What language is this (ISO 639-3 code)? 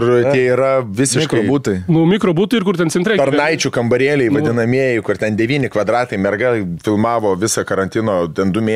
lit